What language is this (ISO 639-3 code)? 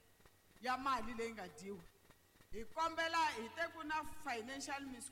tso